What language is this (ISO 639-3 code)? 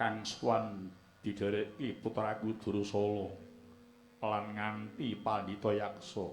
jav